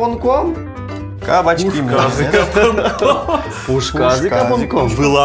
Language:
Udmurt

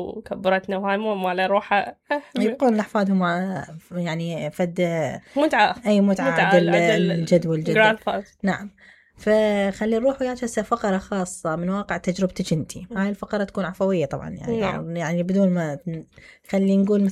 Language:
Mesopotamian Arabic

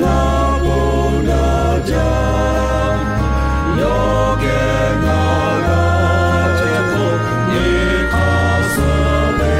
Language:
Lahu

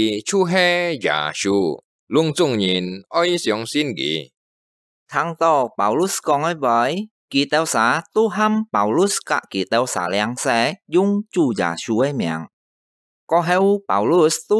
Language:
Hakka Chinese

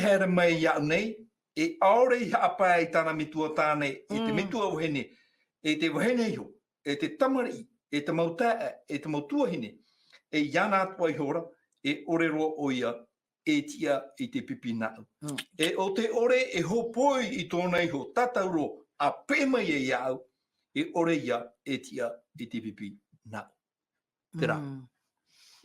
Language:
Tahitian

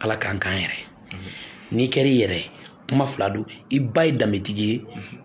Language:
Bambara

